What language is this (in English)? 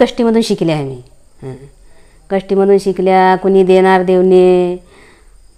Marathi